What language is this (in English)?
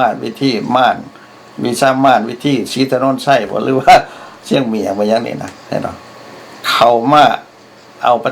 Lao